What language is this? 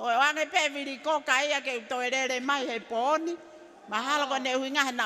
Tongan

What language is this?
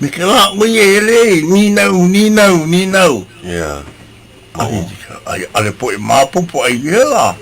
Hawaiian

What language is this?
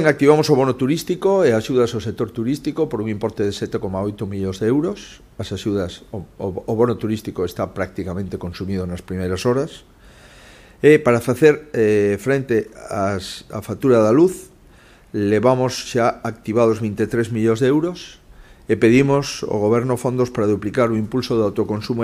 Galician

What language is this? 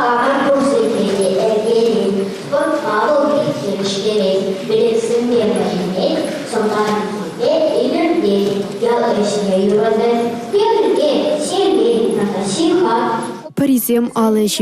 Chuvash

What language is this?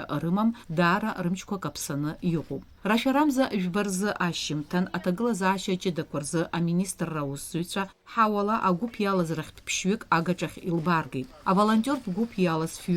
Abkhazian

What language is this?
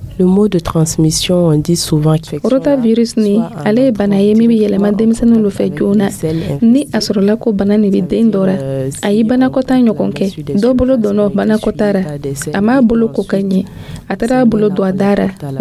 Dyula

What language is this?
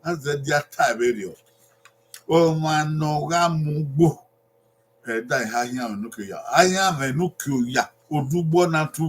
Bini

